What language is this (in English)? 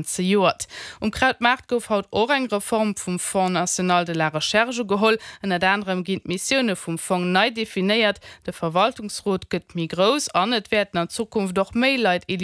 Luxembourgish